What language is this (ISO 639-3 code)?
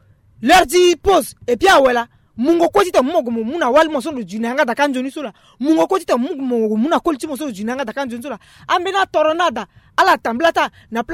sag